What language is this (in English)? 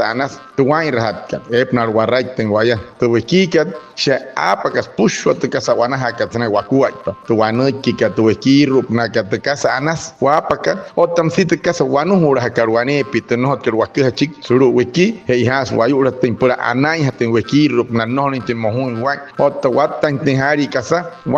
Wayuu